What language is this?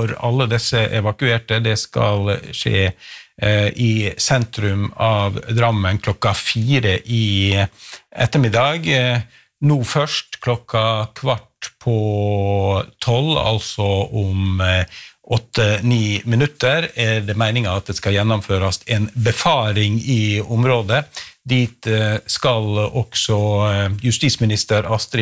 Norwegian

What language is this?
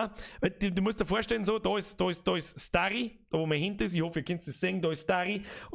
Bavarian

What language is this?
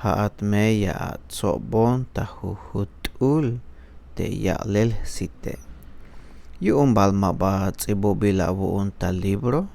Tzeltal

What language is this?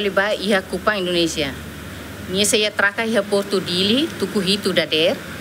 Tetum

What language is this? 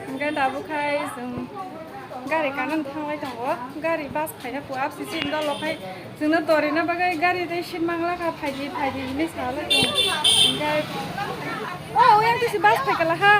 Kok Borok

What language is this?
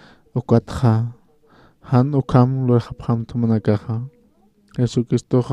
Aymara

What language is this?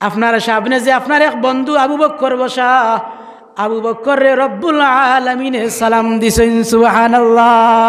Sylheti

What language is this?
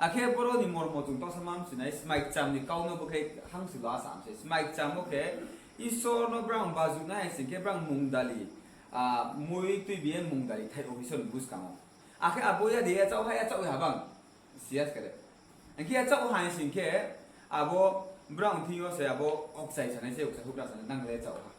Riang (India)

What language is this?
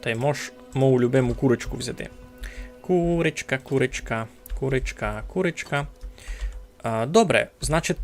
Rusyn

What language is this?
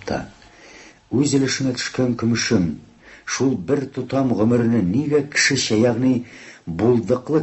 Tatar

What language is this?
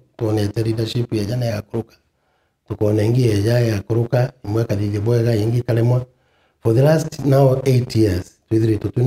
Meru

